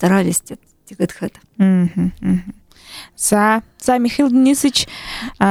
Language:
Buriat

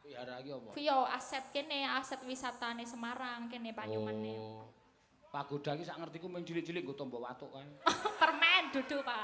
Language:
Javanese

